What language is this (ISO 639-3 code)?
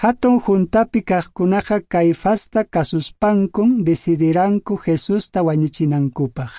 que